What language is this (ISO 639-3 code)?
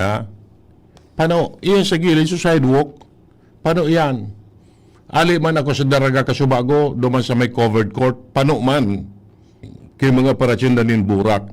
bik